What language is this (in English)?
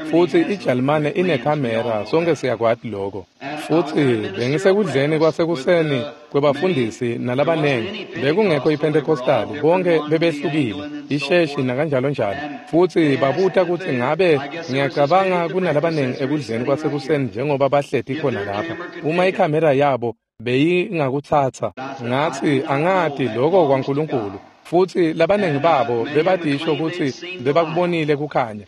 Swati